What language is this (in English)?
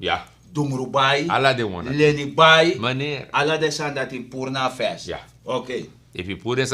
Sranan Tongo